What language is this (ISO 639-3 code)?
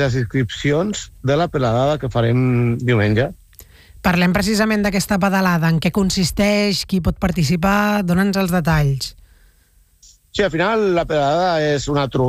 cat